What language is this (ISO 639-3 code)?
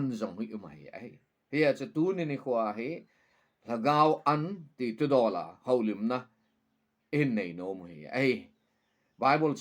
tcz